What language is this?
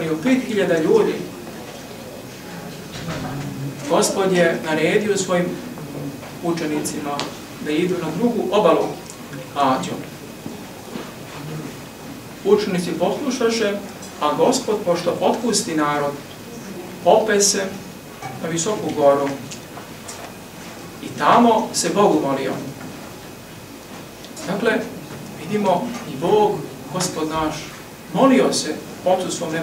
Serbian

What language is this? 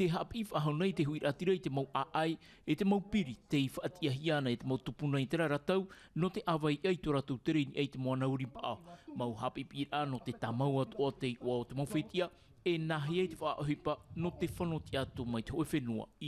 Tahitian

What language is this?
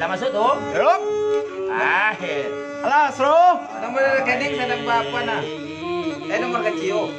Minangkabau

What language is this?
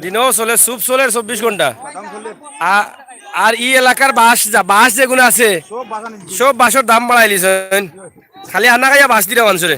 Sylheti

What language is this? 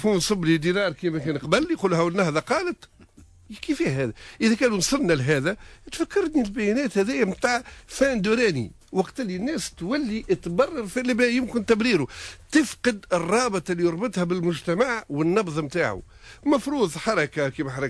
Tunisian Arabic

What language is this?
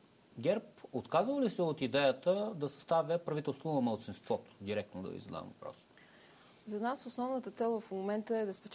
Bulgarian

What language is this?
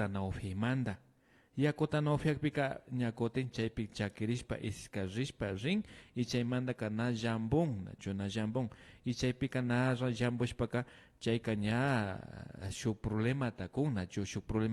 Imbabura Highland Quichua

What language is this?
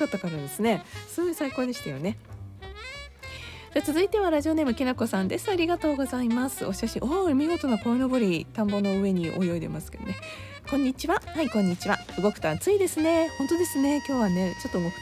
Japanese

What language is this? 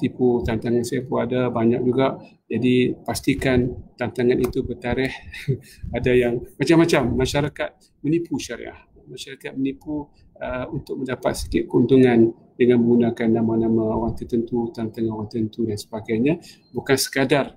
Malay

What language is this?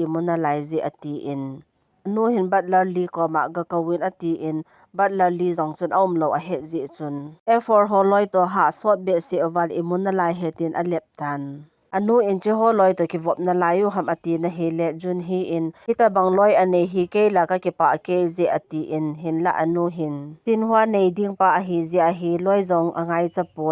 Thado Chin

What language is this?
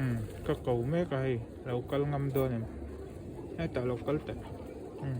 Mizo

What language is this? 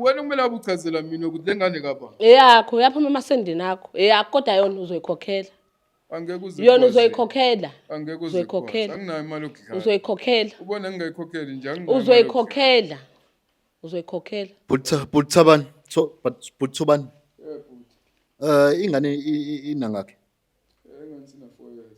Zulu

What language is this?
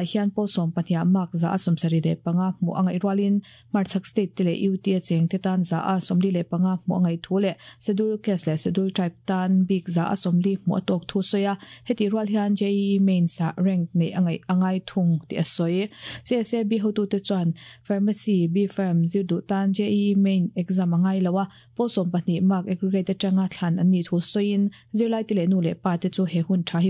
Mizo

